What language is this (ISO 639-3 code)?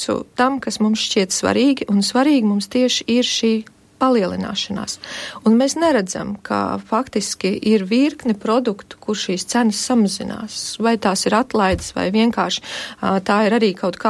lav